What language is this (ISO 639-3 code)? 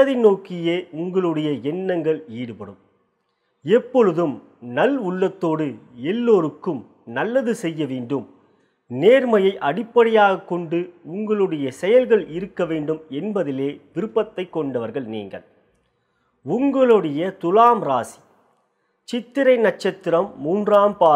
tam